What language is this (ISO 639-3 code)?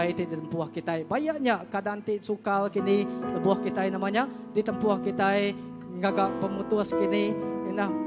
iba